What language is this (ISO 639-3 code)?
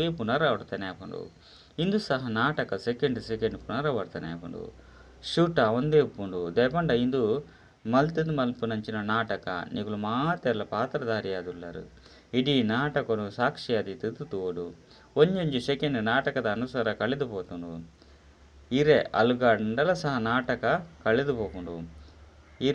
tcy